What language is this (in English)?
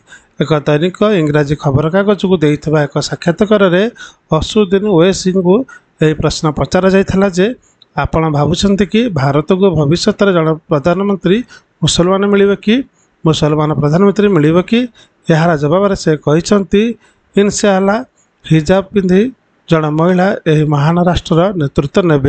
Odia